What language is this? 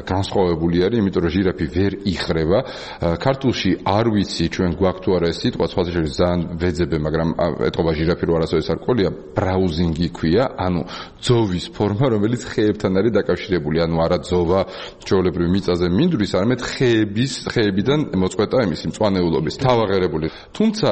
Georgian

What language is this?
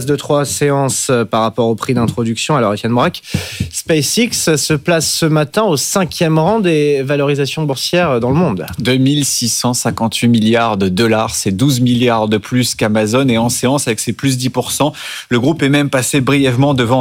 French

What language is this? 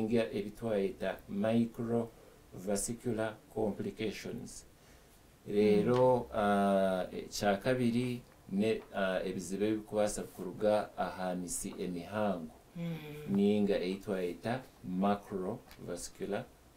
Nyankole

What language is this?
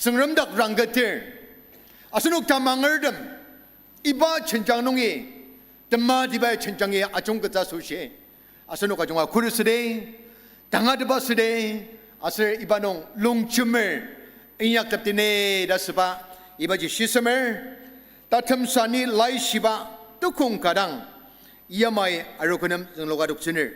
Ao Naga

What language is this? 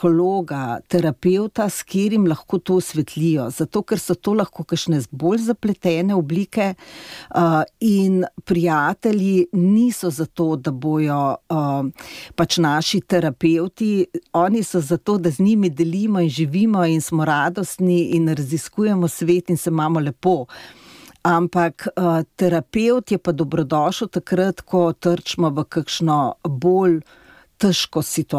Slovenian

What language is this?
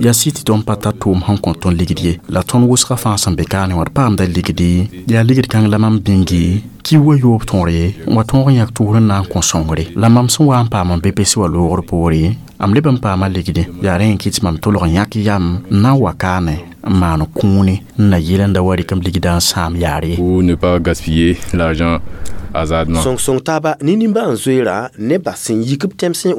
Mossi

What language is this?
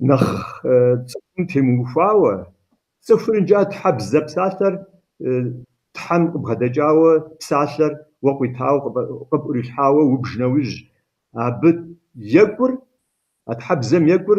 Kabardian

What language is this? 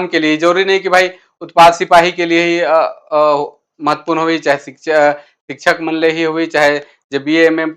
Sadri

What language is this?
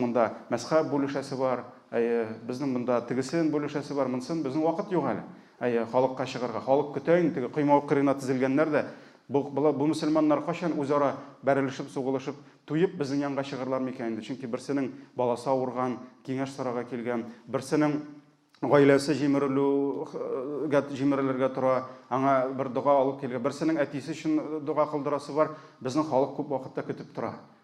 Tatar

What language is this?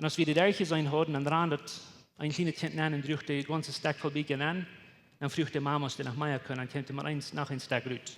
Plautdietsch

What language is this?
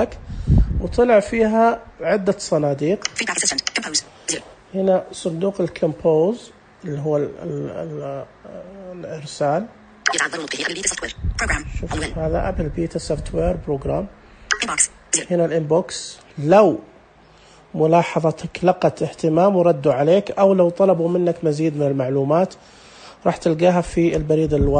Najdi Arabic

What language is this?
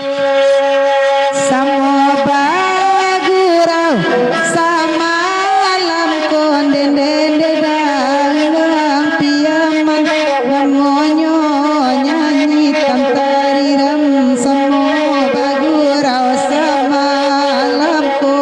Minangkabau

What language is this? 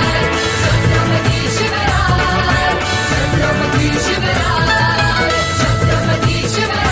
Marathi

